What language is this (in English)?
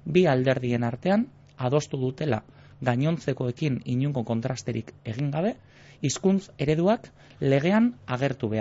Basque